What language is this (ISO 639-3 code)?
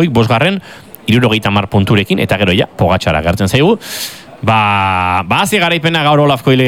eus